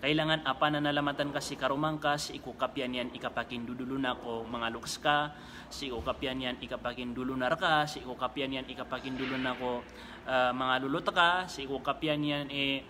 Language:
Maranao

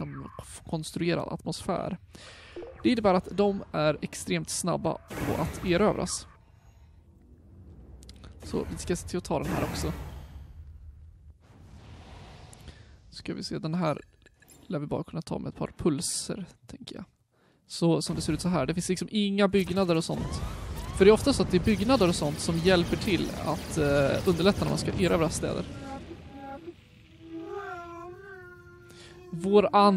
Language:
Swedish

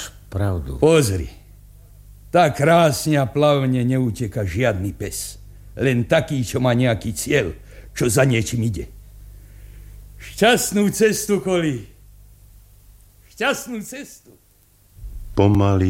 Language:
Slovak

